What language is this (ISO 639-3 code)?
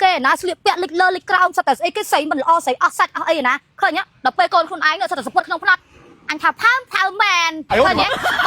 khm